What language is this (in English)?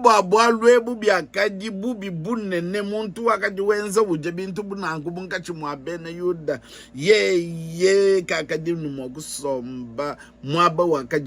Luba-Lulua